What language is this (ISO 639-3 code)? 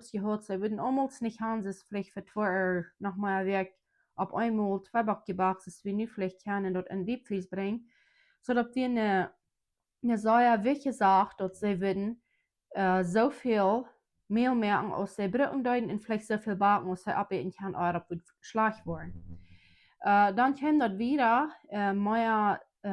pdt